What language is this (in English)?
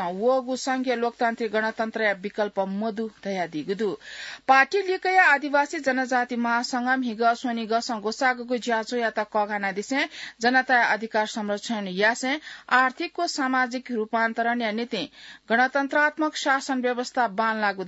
Newari